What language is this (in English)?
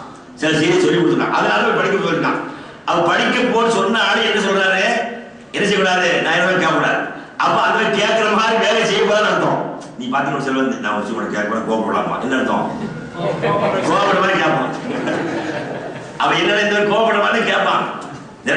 Tamil